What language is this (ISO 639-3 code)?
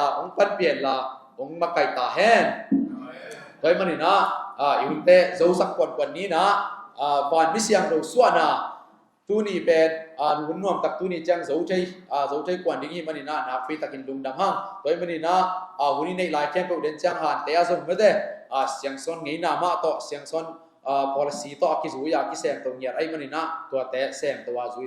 ctd